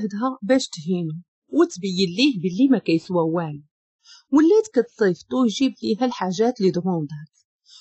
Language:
Moroccan Arabic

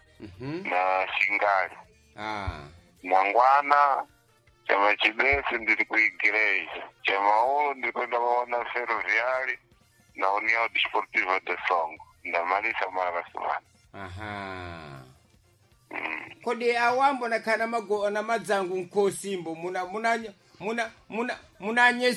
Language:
Sena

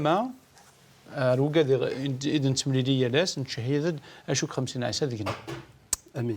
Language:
Kabyle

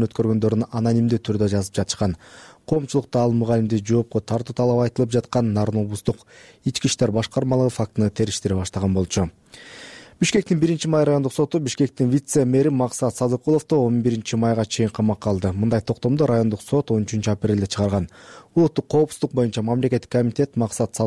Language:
Kyrgyz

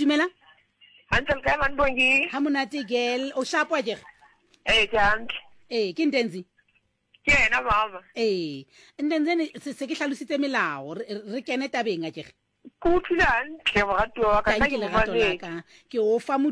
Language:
Southern Sotho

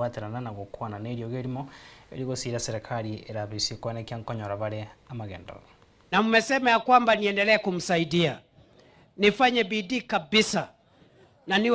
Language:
Gusii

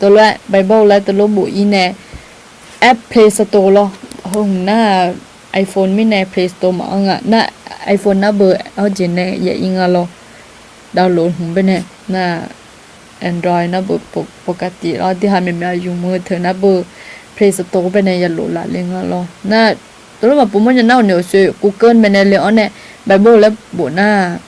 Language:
Akha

